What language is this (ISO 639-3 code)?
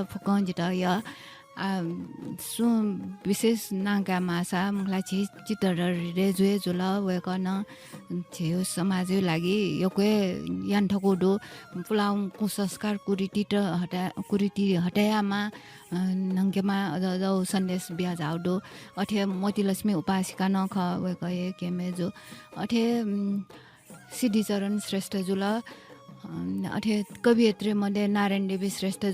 new